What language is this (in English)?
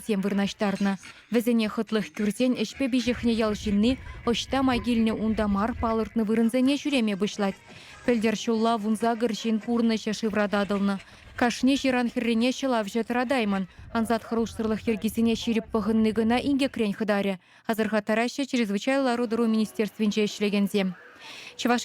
Chuvash